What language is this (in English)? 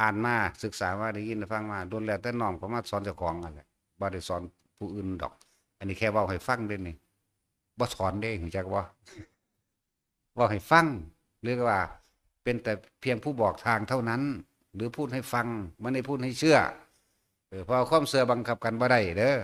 Northeastern Thai